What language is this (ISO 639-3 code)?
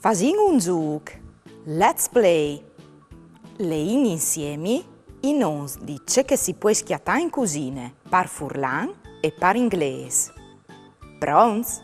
fur